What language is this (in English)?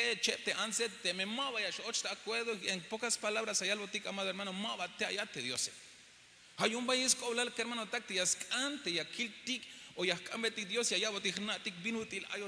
Tzeltal